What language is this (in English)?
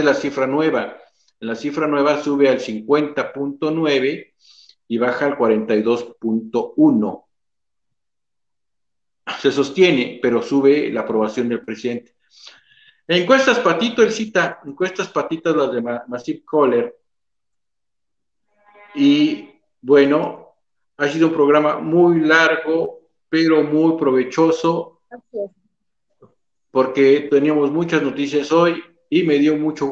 Spanish